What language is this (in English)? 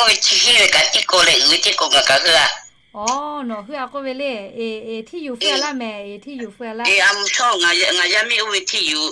Lahu